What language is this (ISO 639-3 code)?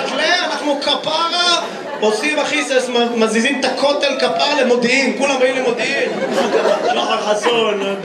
heb